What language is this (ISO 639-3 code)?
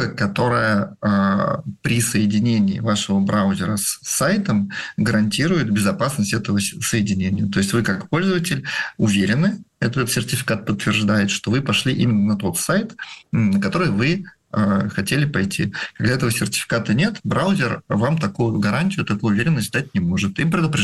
rus